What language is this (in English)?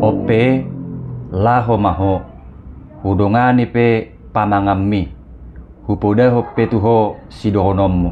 Batak Toba